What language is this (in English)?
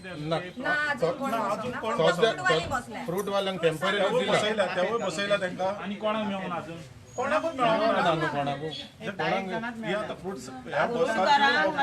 Konkani